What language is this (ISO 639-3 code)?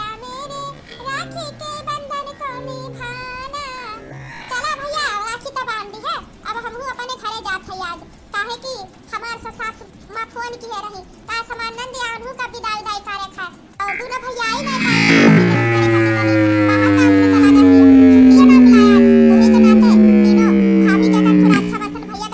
awa